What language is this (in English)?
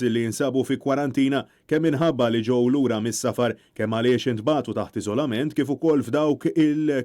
Maltese